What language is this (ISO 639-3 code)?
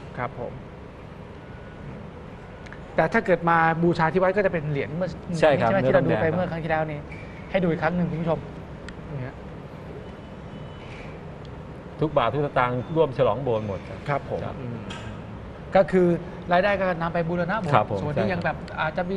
tha